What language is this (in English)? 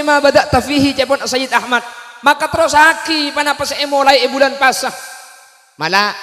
Madurese